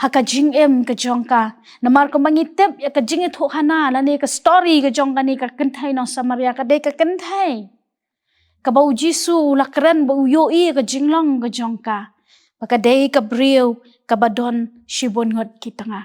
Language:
Khasi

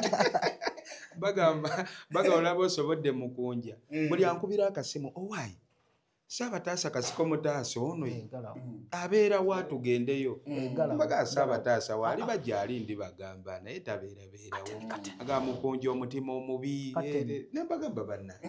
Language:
Ganda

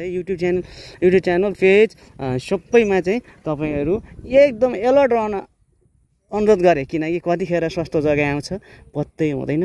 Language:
Nepali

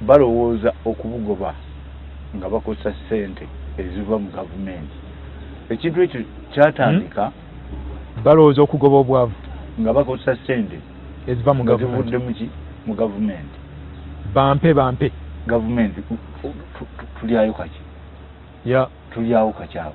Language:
Ganda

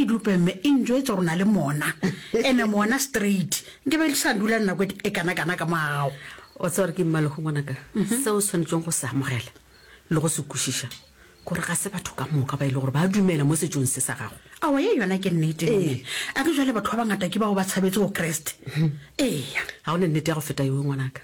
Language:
Northern Sotho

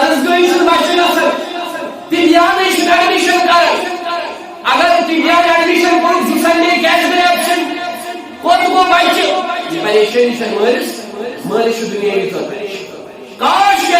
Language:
Kashmiri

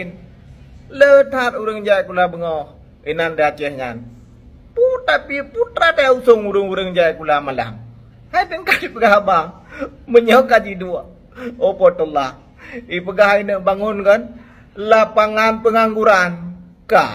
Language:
Achinese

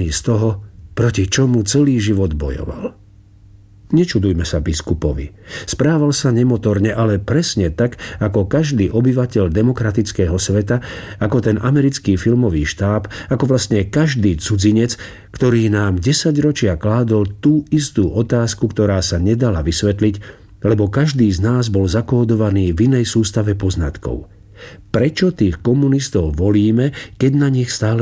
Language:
Slovak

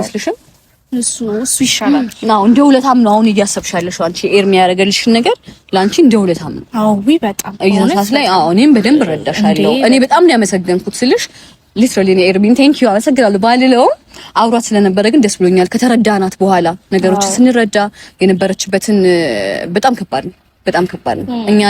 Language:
Amharic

